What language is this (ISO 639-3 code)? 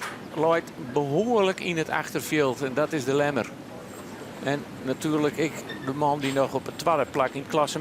fry